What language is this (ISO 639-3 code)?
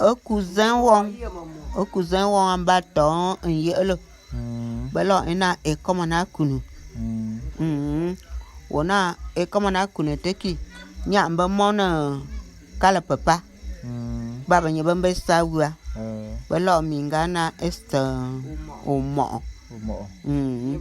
bum